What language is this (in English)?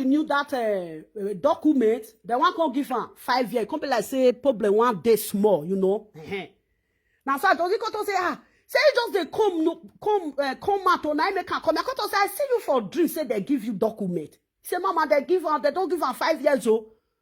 Nigerian Pidgin